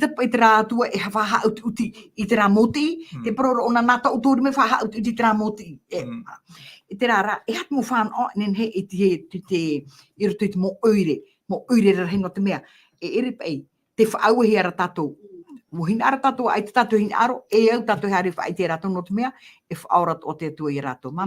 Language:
Tahitian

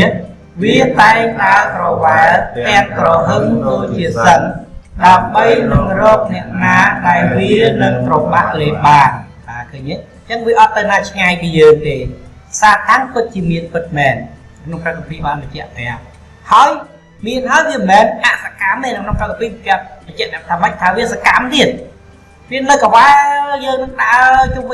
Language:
Khmer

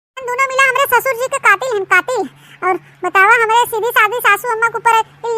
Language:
Awadhi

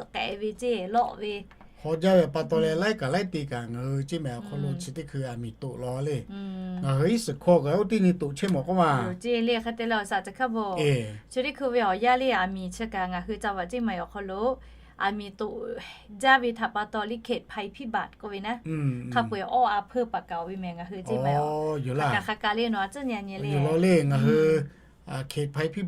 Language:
Lahu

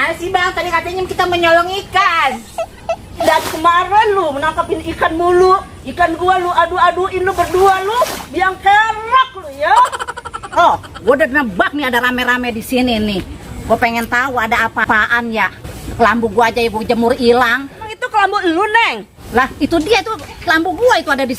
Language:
Betawi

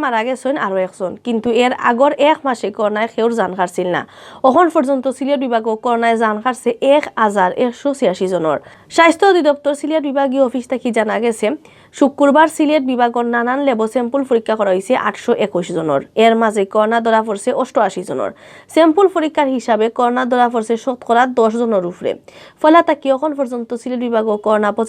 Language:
Sylheti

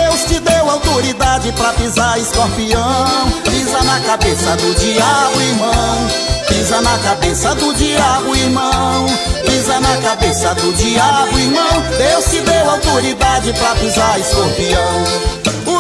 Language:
Portuguese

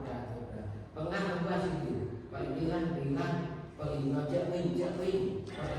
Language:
Central Mnong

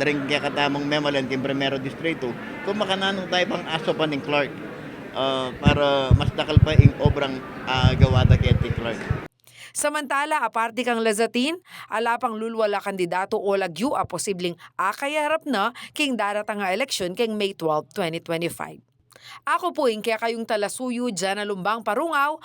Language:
Pampanga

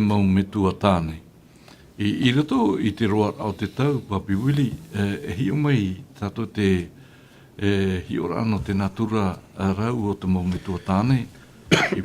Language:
Tahitian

